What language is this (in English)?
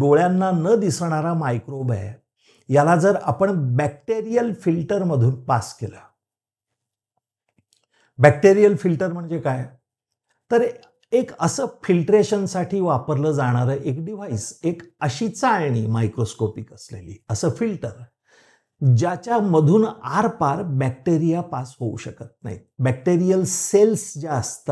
Marathi